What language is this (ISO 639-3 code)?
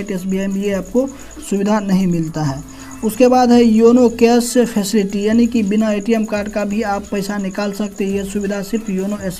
hin